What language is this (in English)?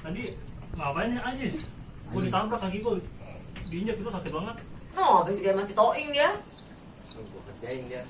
Betawi